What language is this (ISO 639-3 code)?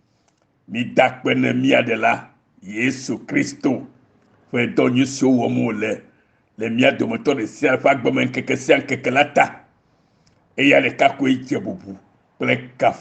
ewe